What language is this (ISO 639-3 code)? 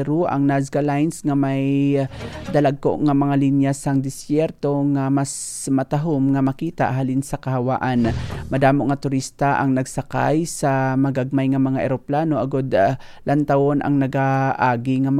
hil